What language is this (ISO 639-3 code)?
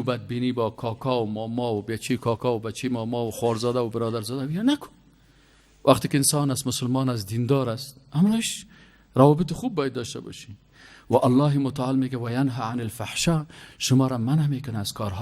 fas